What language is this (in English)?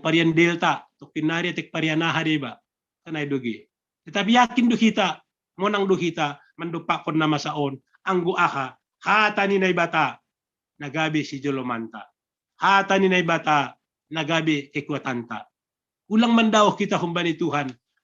Batak Simalungun